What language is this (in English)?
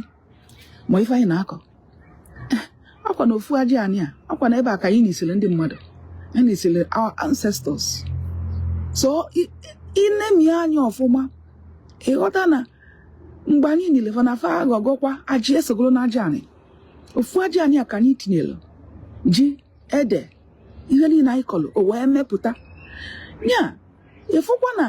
Igbo